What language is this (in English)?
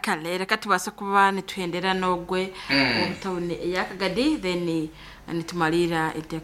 Nyankole